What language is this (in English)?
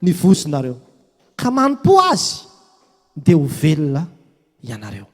Malagasy